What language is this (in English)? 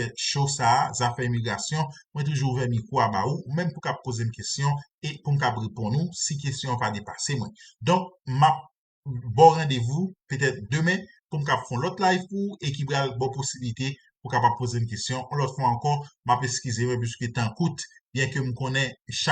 Haitian Creole